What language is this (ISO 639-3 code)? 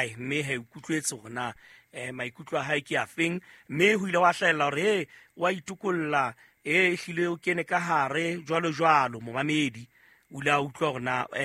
sot